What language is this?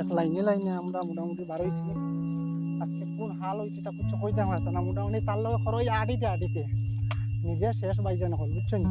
Sylheti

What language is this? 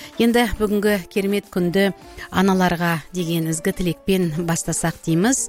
Kazakh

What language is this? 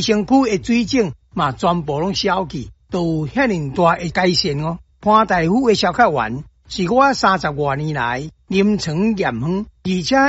Min Nan Chinese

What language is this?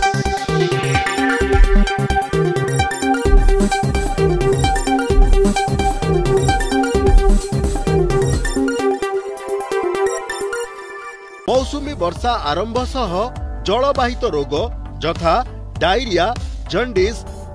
Odia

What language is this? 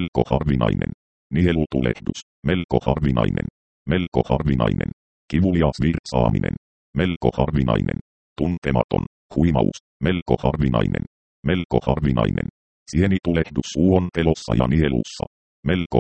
Finnish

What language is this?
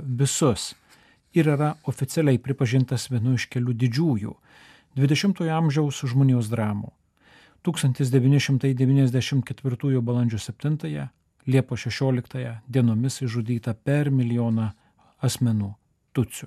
Lithuanian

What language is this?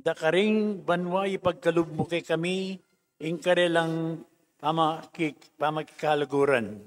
Pampanga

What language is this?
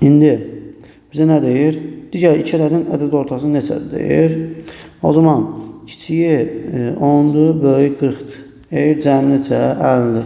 Azerbaijani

